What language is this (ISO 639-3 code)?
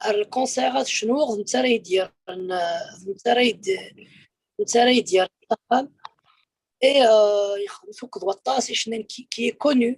kab